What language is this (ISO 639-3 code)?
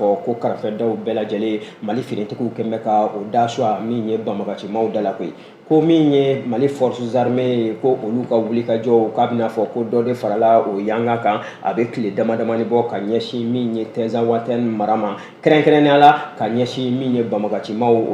bam